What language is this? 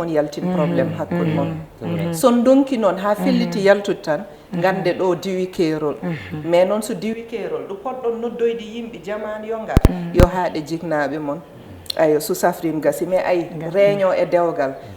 Fula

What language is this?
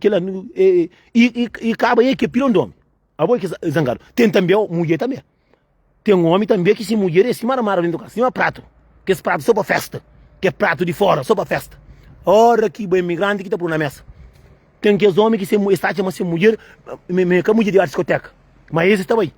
Kabuverdianu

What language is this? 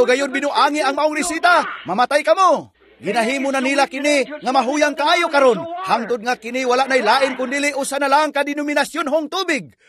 Cebuano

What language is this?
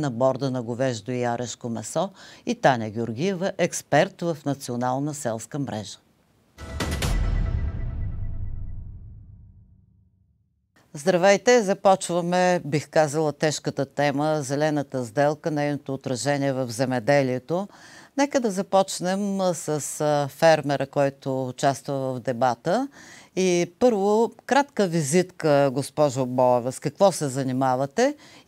Bulgarian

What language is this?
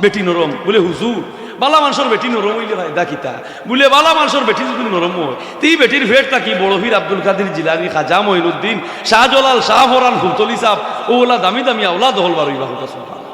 Sylheti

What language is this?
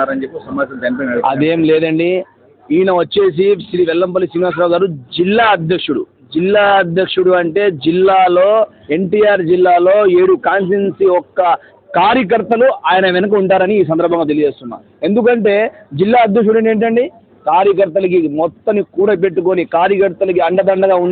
Telugu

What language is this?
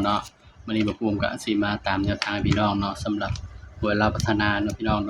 Northeastern Thai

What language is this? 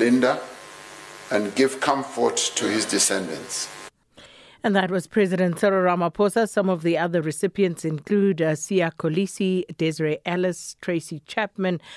English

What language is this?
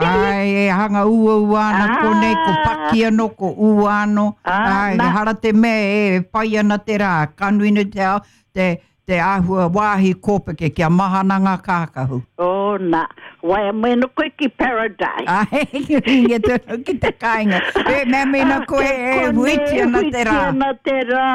Māori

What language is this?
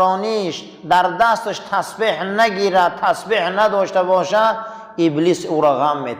Tajik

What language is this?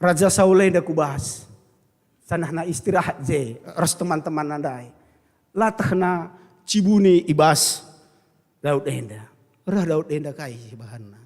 Batak Karo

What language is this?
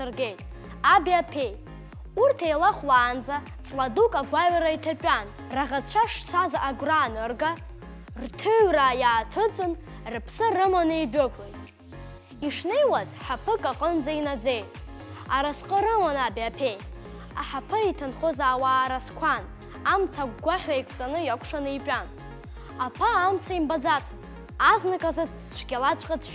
Abkhazian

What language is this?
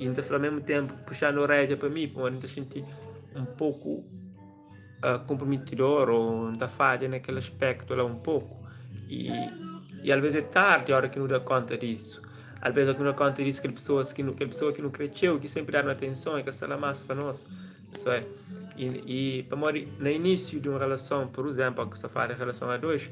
Kabuverdianu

